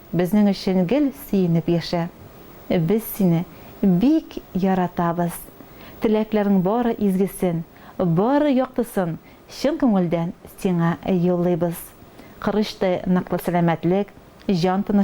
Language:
Tatar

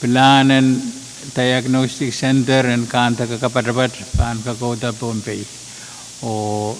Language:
Pohnpeian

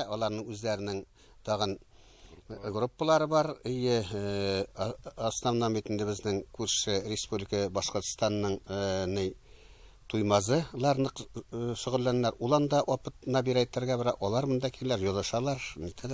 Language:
Tatar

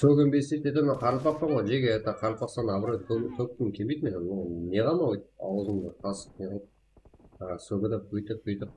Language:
Kara-Kalpak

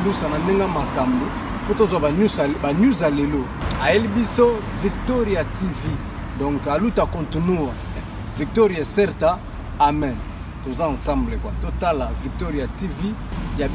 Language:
Lingala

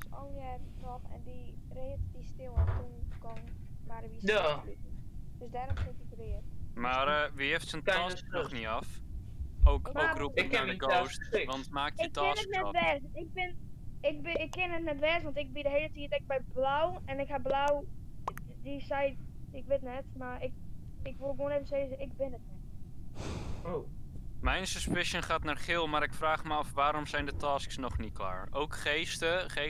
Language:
Western Frisian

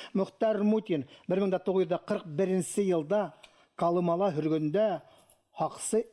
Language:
Bashkir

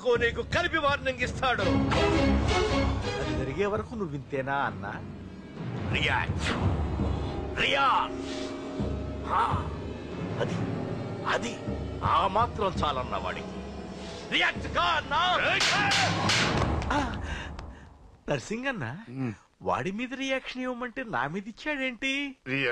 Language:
Telugu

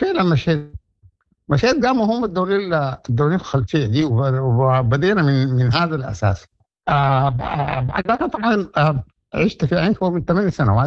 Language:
Sudanese Arabic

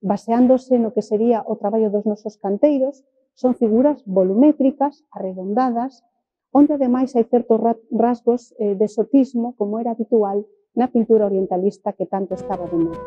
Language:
Galician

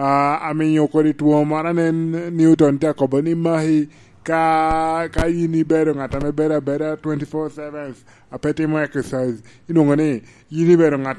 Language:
Lango (Uganda)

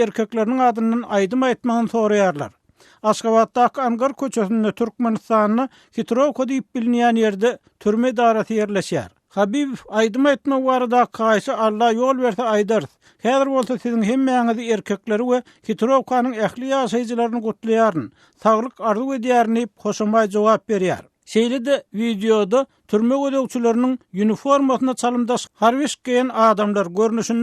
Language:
Turkmen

